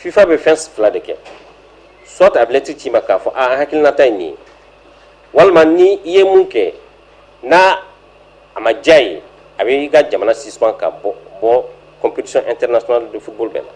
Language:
Bambara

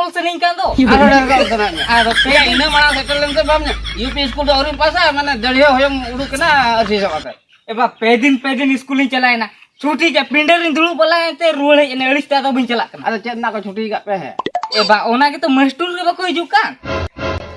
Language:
Santali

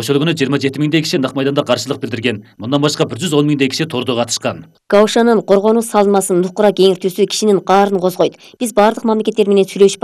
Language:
Kyrgyz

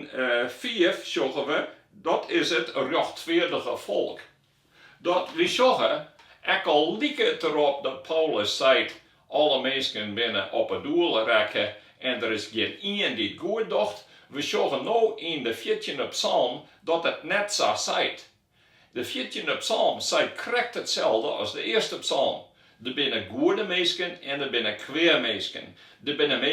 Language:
Western Frisian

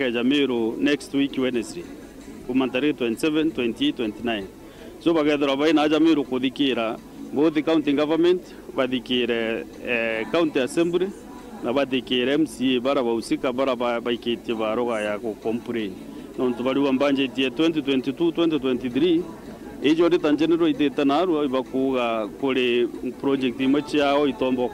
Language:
Meru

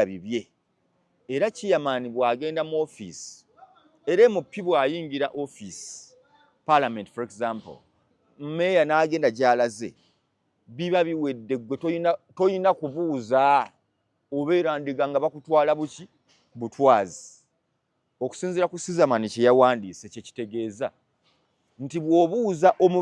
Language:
Ganda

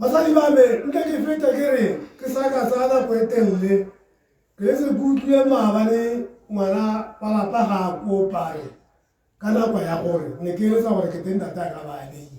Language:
Tswana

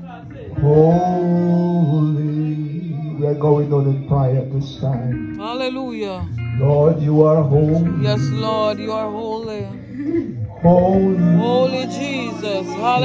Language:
English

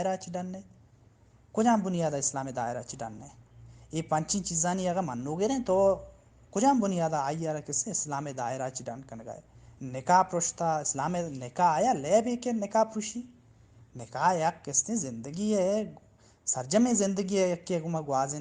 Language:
Baluchi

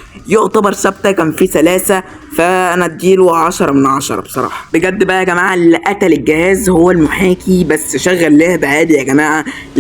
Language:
Egyptian Arabic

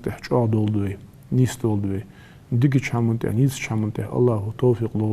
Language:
Ingush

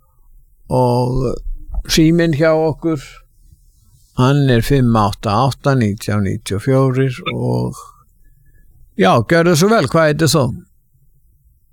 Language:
Icelandic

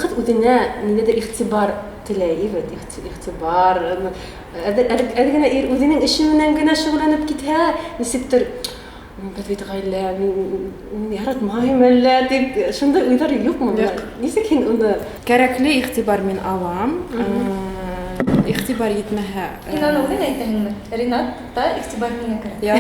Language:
Bashkir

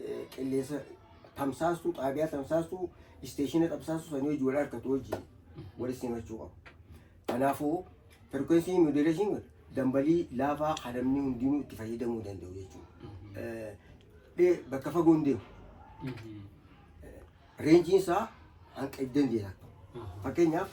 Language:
Oromo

